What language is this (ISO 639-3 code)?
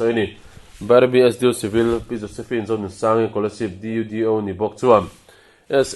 lus